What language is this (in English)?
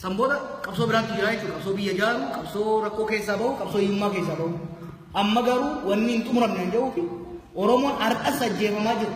Oromo